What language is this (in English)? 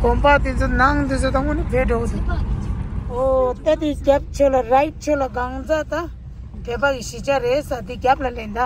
Tibetan